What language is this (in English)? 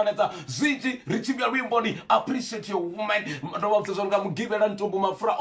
Venda